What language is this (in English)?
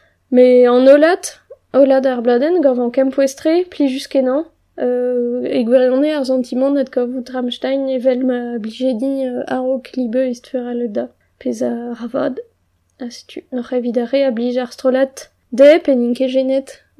Breton